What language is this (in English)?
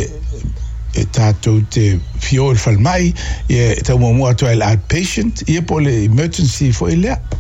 Samoan